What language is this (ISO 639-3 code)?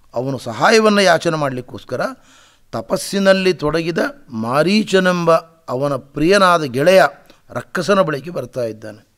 kan